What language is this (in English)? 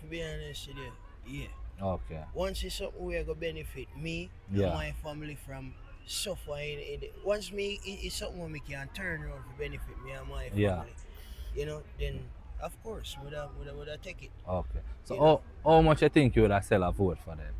Jamaican Creole English